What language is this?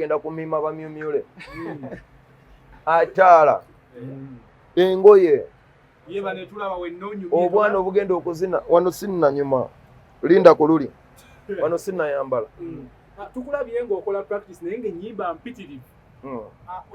Ganda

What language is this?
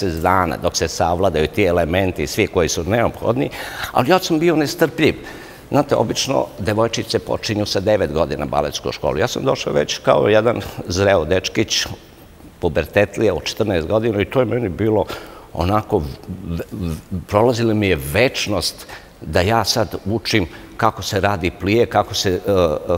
Serbian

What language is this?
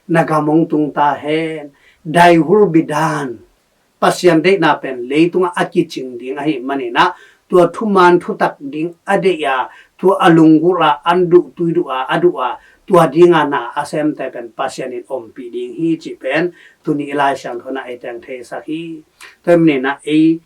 Tedim Chin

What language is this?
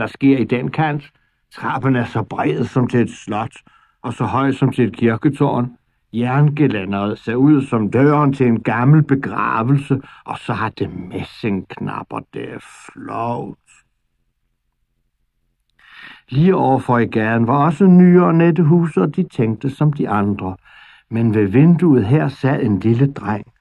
Danish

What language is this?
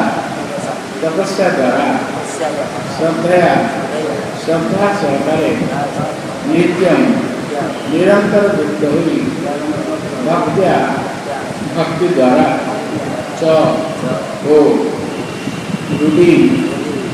Odia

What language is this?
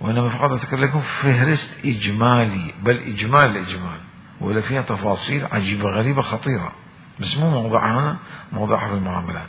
Mesopotamian Arabic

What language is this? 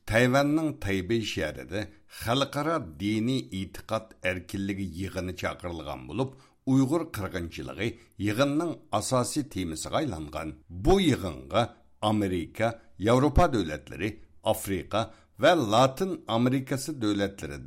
Uyghur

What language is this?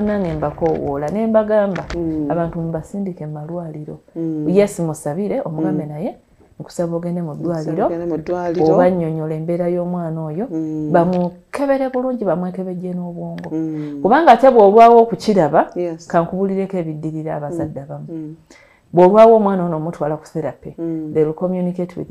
Ganda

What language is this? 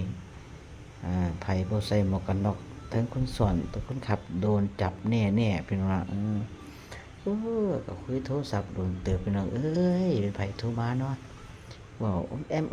Northeastern Thai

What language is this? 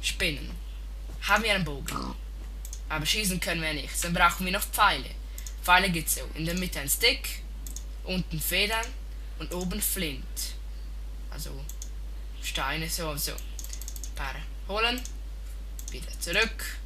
Swiss German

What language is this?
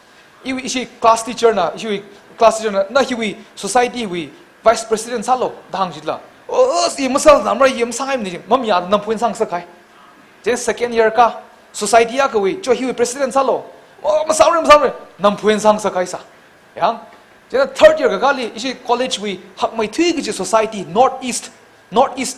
Tangkhul Naga (India)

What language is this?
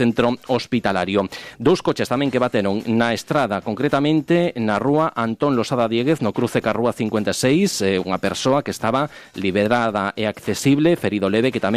Galician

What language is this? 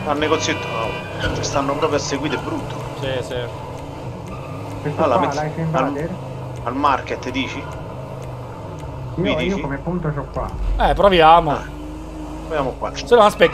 Italian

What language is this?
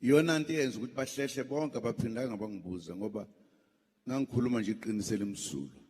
Zulu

